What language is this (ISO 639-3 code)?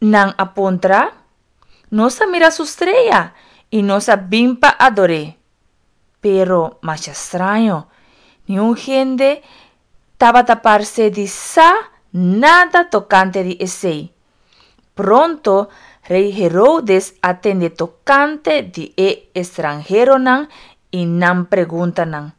pap